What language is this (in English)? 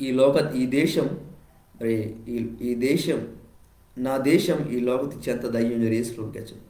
Koya